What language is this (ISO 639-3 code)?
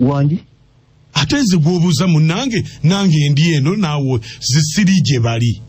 lug